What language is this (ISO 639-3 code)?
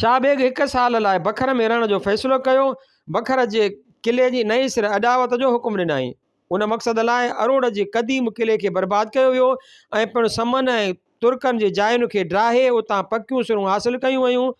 snd